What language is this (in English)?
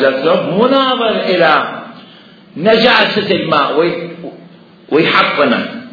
Mesopotamian Arabic